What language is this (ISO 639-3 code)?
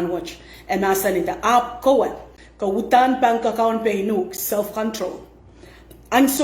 pon